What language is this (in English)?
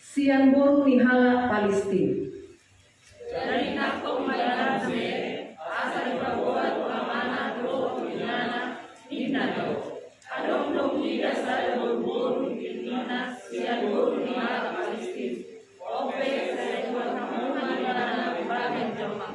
Batak Toba